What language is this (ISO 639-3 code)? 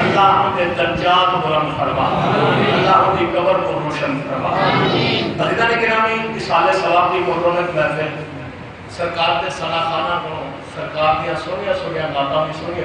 skr